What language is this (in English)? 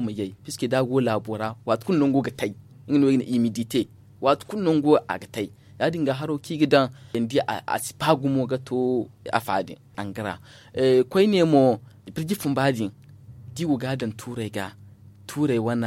Zarma